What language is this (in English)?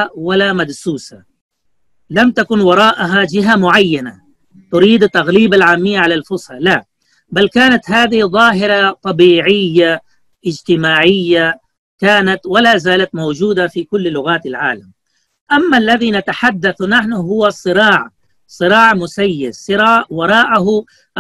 Arabic